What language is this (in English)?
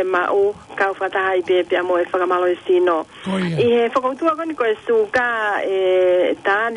Tongan